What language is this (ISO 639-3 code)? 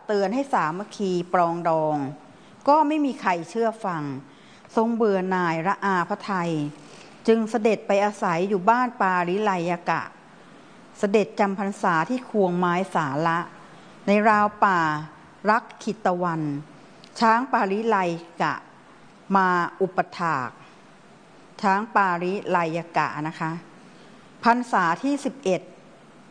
tha